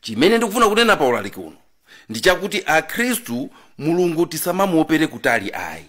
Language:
Nyanja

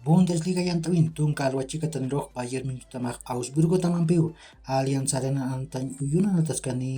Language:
Aymara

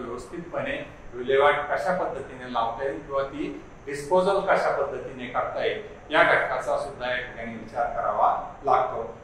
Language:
Marathi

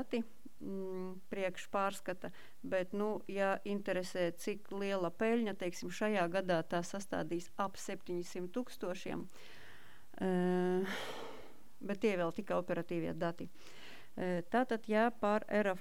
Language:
Latvian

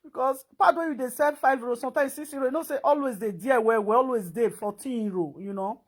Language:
Nigerian Pidgin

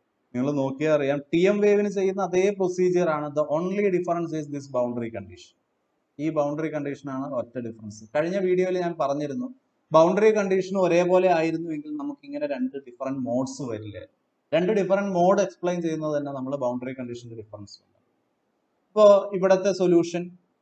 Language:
Malayalam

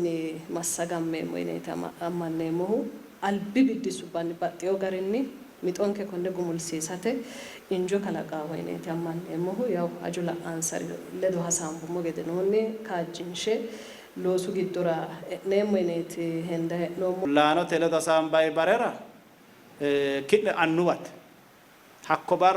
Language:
Sidamo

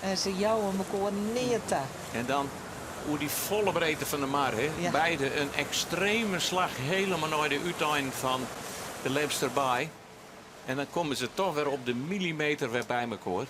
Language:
Western Frisian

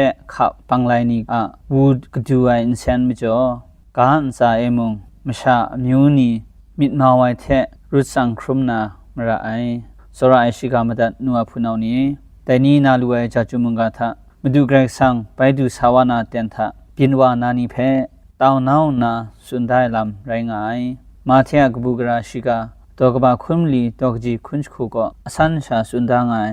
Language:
Kachin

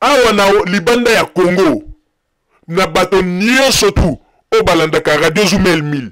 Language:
Lingala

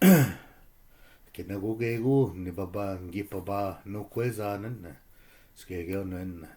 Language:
Chippewa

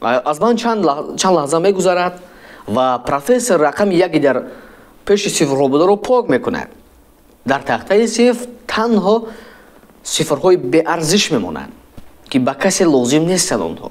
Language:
Tajik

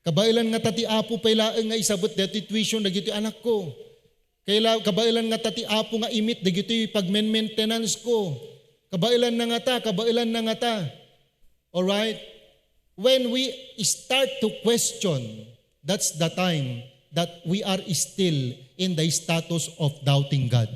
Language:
Iloko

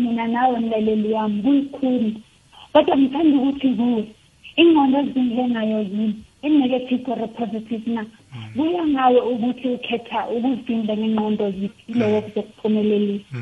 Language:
South Ndebele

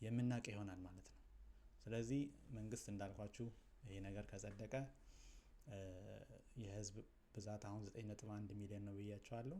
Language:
Amharic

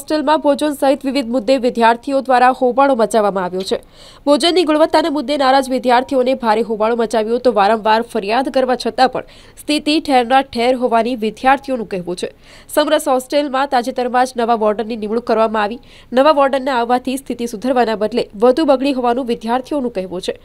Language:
Gujarati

